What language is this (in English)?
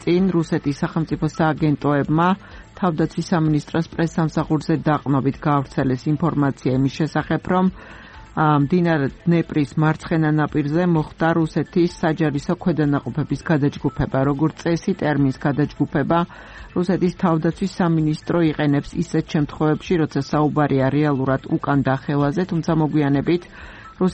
Georgian